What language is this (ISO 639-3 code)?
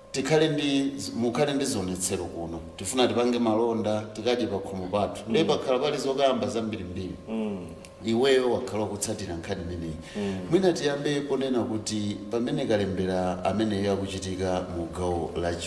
nya